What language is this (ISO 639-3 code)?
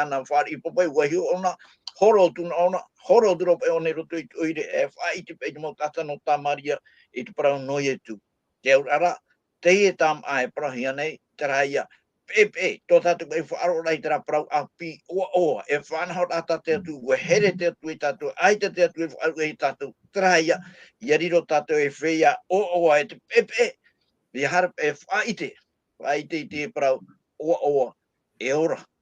tah